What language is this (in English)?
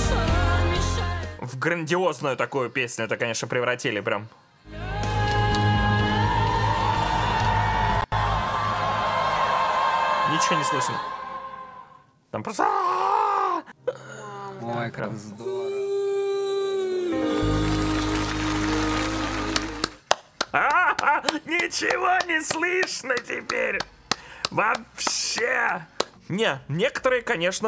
Russian